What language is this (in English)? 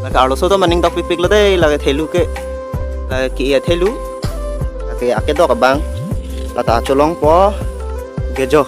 Karbi